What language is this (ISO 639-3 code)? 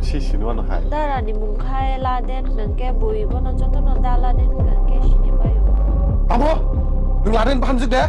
trp